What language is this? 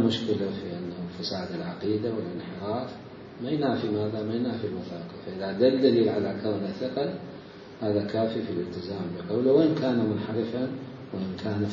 Mesopotamian Arabic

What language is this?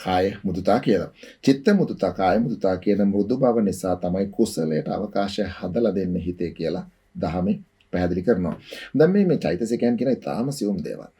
Sinhala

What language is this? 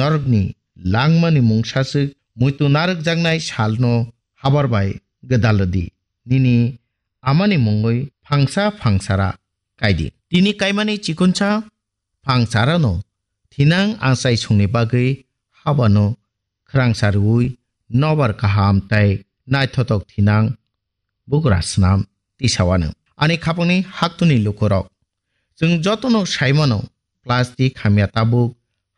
Kok Borok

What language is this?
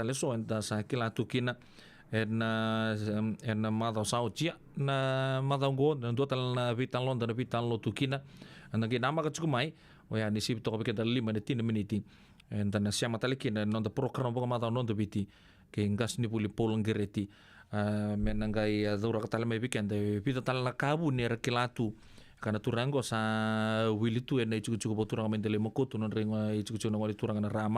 Fijian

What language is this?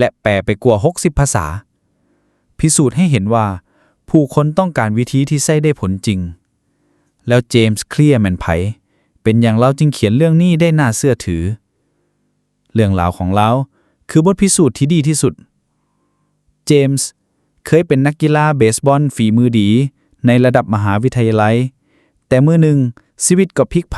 Lao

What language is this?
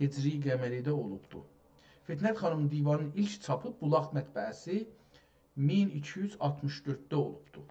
South Azerbaijani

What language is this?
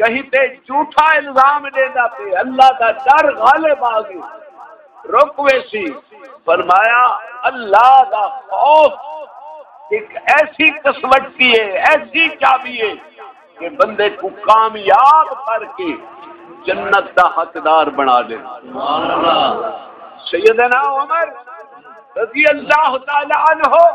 Saraiki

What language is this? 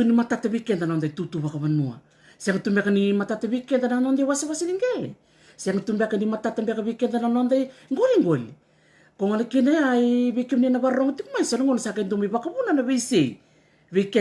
Fijian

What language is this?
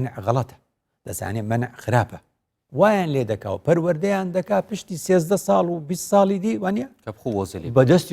Central Kurdish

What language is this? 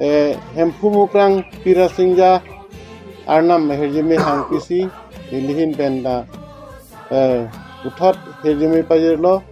Karbi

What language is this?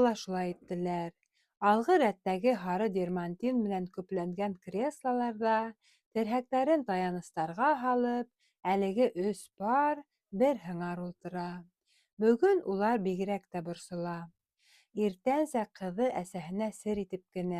Bashkir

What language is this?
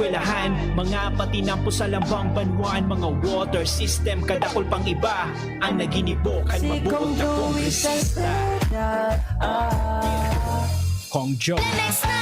Bikol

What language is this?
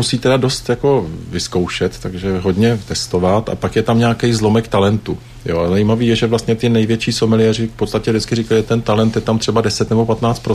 Czech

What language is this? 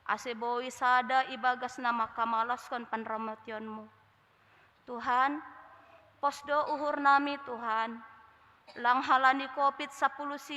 Batak Simalungun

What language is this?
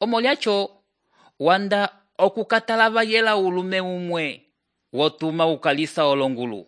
Umbundu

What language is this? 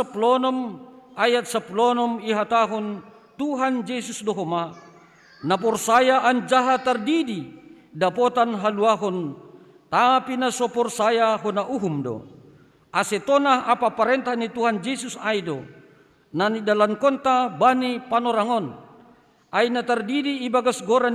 Batak Simalungun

